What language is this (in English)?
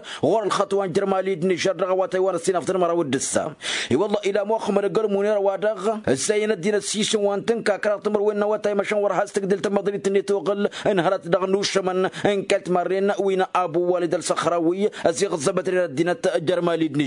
Tamasheq